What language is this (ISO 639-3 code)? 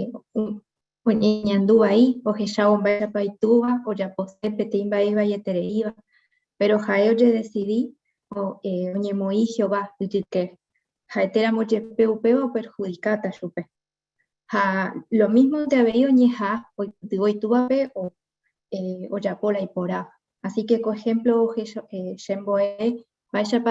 grn